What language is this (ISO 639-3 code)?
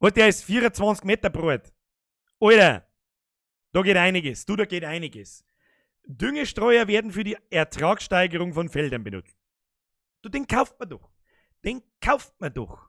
bar